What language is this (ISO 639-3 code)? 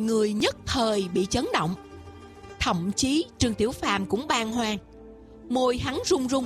vie